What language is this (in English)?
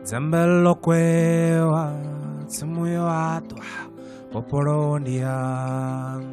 Venda